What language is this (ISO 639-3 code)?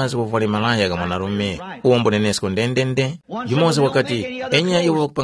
tum